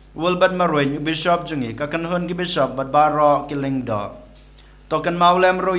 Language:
Khasi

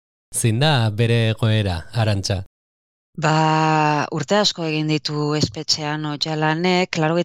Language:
Basque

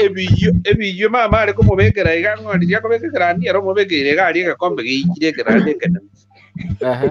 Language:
Gusii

